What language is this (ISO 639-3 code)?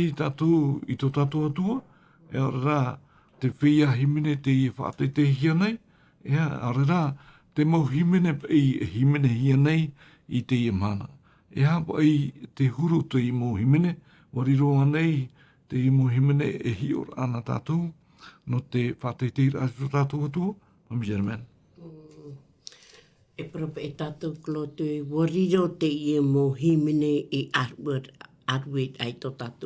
tah